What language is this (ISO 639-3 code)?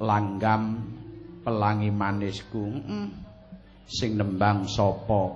jav